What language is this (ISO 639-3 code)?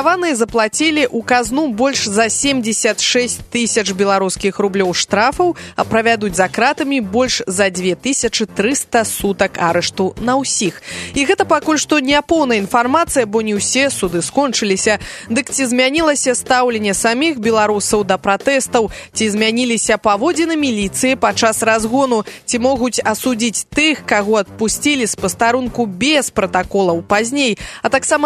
bel